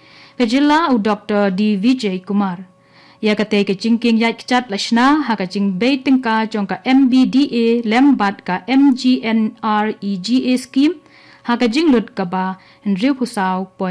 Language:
Khasi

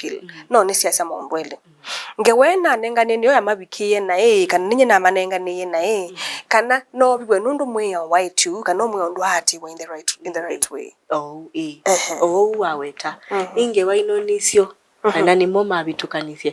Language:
Kamba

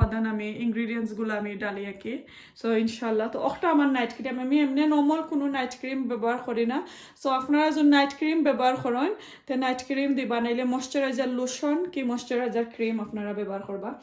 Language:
Sylheti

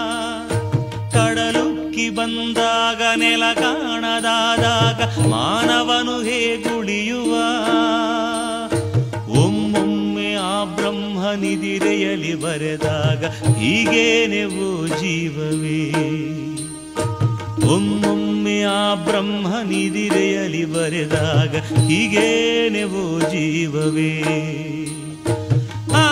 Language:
Kannada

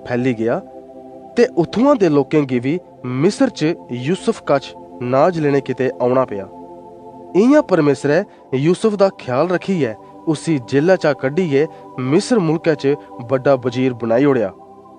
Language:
Dogri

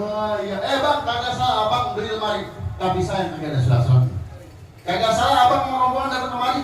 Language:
Betawi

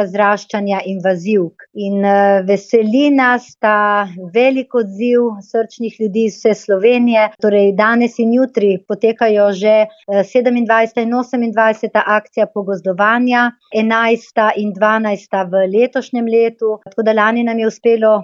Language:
Slovenian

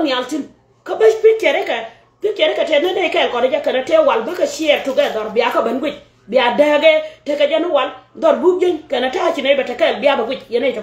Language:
Nuer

